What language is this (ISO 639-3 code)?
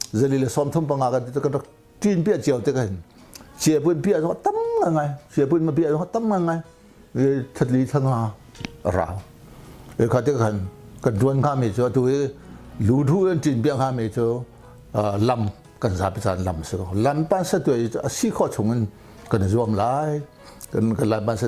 cnh